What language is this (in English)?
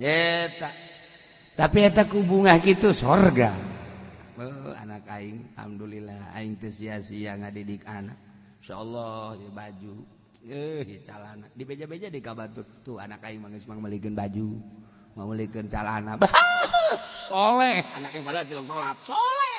Sundanese